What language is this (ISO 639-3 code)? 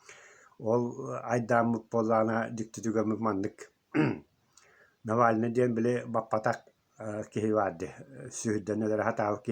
sah